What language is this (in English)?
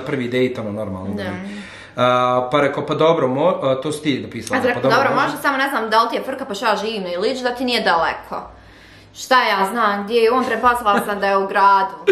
Bosnian